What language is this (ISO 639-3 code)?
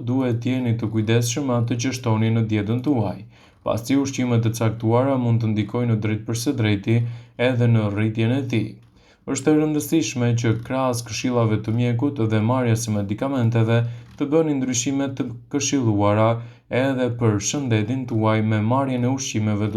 sqi